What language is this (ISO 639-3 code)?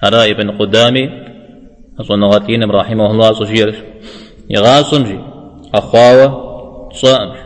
kbd